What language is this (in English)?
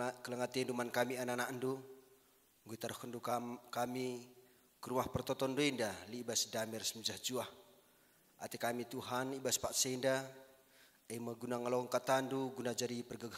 Batak Karo